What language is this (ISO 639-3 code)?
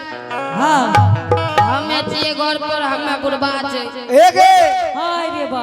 anp